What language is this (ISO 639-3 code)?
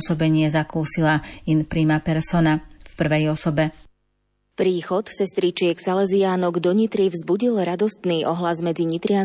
slk